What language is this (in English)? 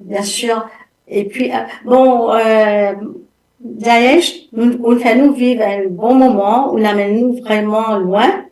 Morisyen